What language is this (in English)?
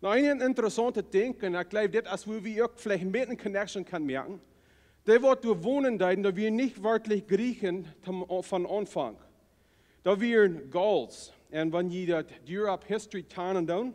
Plautdietsch